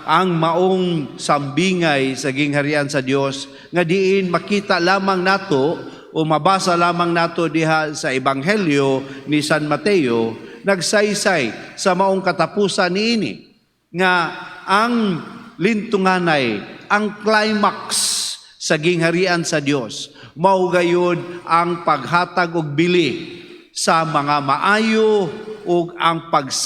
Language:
Cebuano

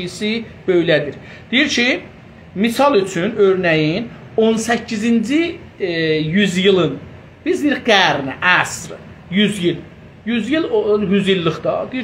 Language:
South Azerbaijani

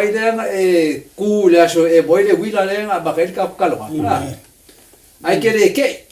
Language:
Samoan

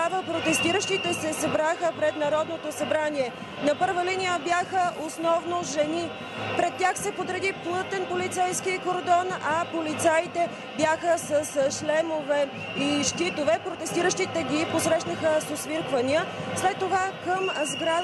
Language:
Bulgarian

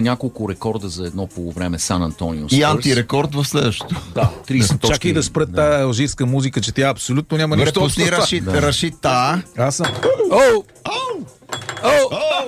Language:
Bulgarian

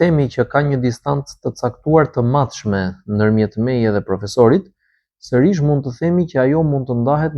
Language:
Albanian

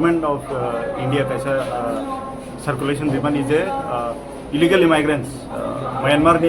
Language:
Riang (India)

